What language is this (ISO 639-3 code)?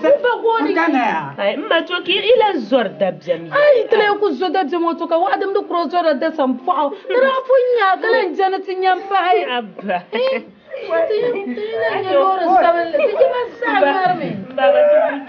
dag